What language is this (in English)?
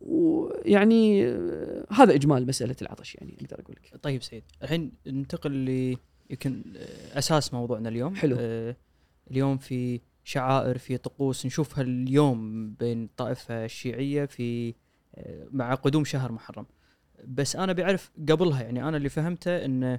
Gulf Arabic